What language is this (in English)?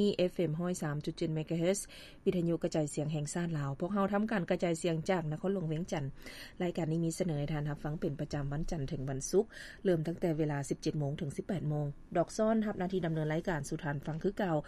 Lao